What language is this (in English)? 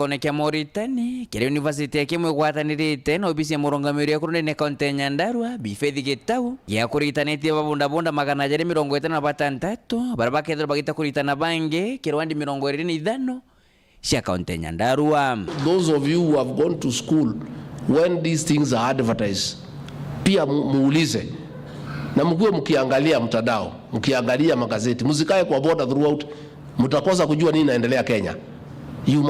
Meru